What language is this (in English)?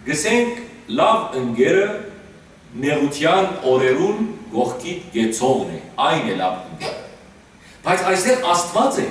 Western Armenian